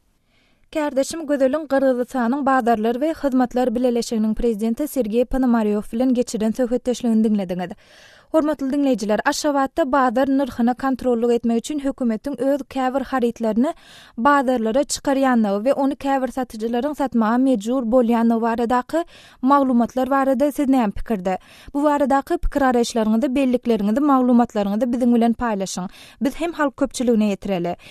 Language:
Turkmen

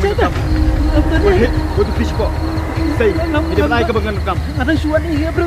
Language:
Khasi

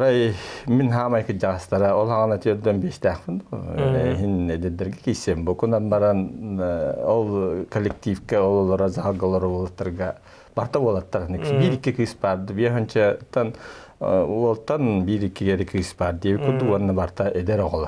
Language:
Yakut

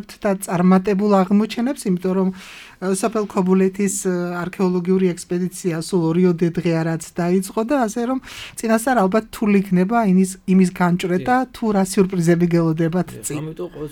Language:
Georgian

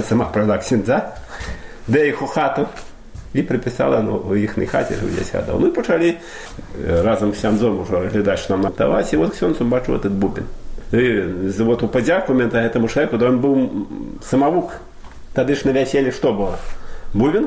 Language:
Belarusian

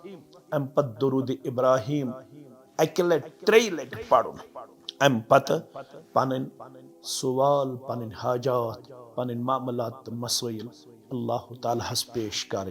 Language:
Kashmiri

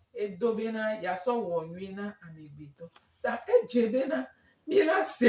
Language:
Gen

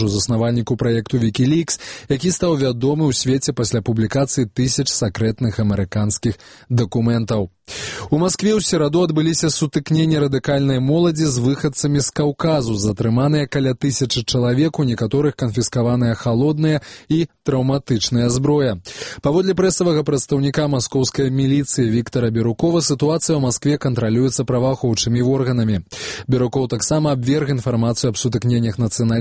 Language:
Belarusian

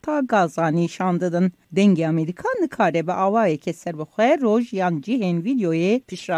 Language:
Kurdish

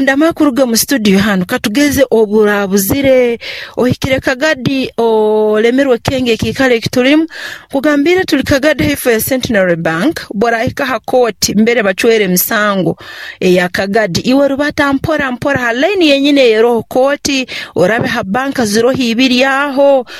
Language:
Nyoro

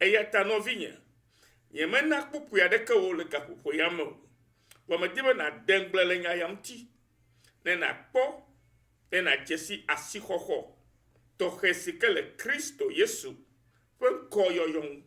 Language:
Ewe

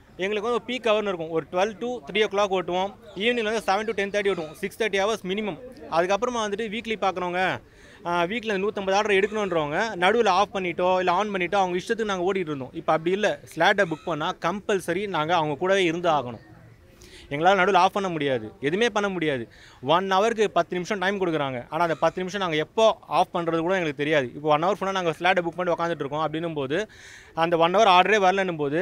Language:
Tamil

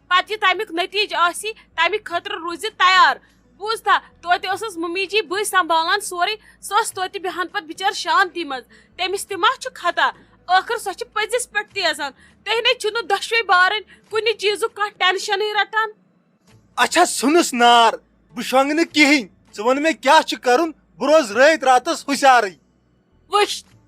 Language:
Kashmiri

